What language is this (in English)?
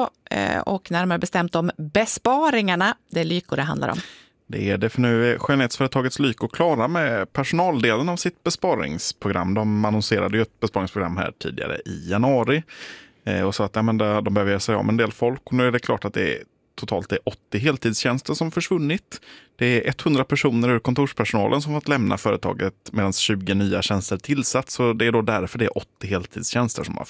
Swedish